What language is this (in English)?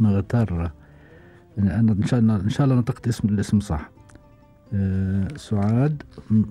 Gulf Arabic